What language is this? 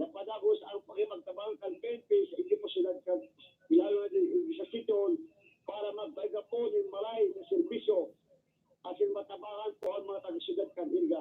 Bikol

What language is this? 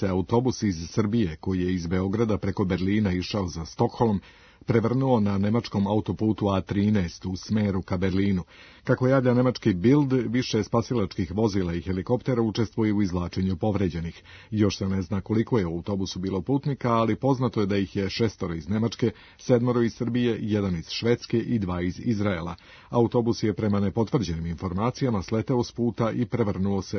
Serbian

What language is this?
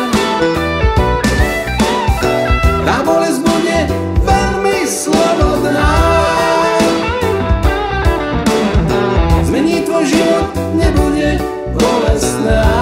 Slovak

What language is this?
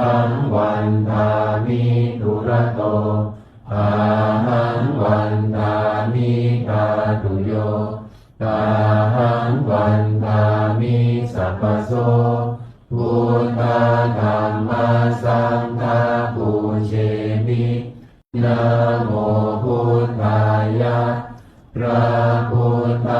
Pali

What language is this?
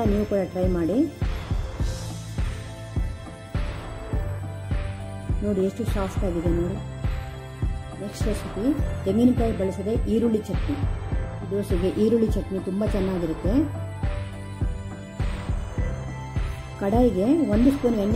Kannada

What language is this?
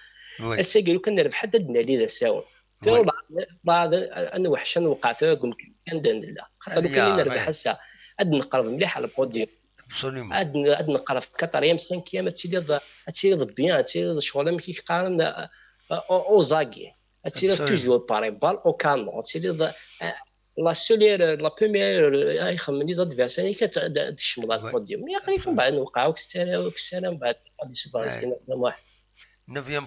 Kabyle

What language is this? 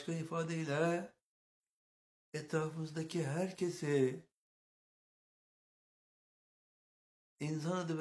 Turkish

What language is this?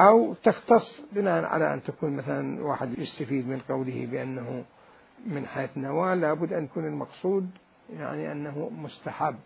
Mesopotamian Arabic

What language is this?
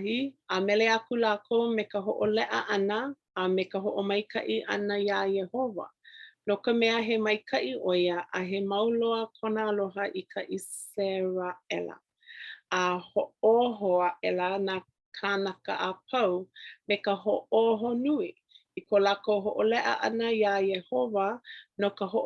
Hawaiian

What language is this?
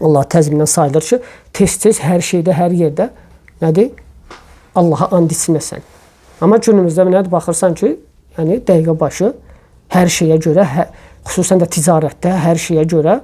Azerbaijani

